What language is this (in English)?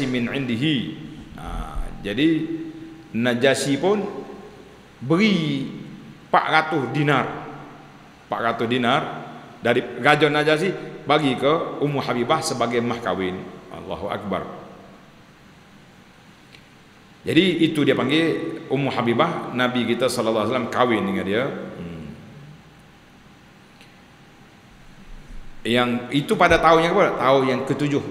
Malay